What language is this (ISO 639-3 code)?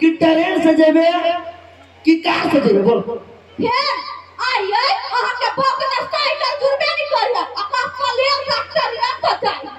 mai